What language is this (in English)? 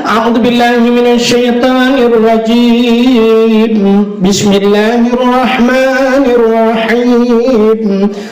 Achinese